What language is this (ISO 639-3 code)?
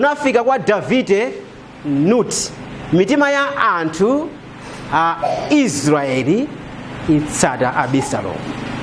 nya